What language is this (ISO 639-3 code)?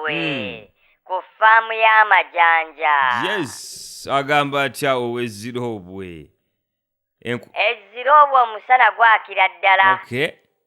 lug